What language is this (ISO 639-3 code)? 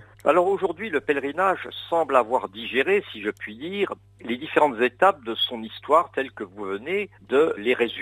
fra